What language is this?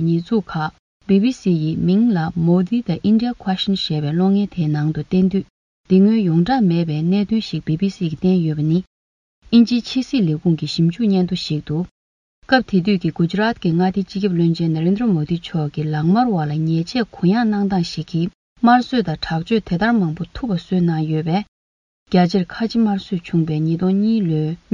Tibetan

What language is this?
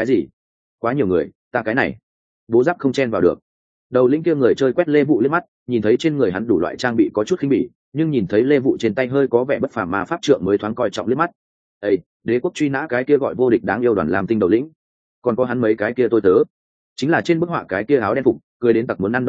Vietnamese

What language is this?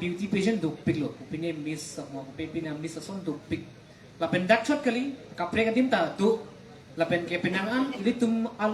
Karbi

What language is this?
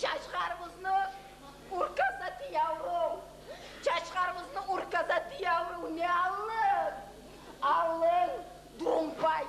Kumyk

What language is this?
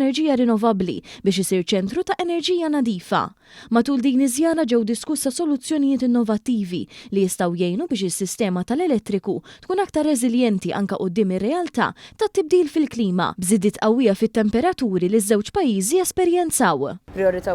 Maltese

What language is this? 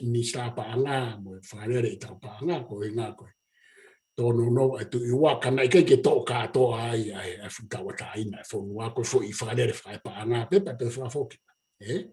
Tongan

